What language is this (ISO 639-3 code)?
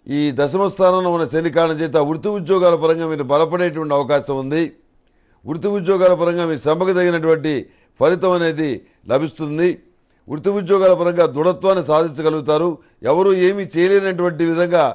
tel